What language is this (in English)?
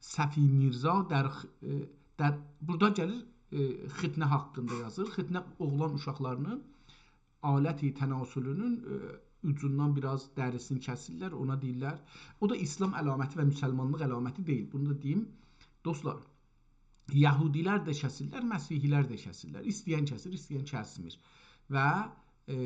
South Azerbaijani